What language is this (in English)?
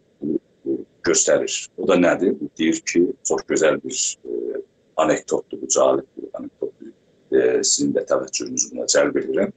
South Azerbaijani